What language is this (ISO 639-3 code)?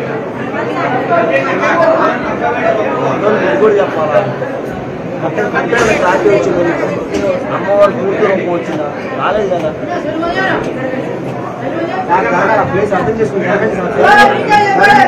tel